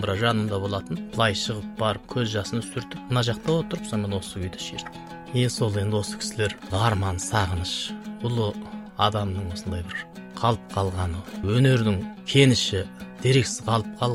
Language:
Kazakh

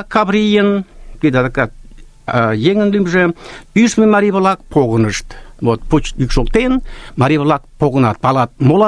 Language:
Mari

